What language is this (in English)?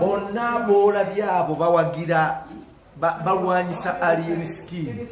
Ganda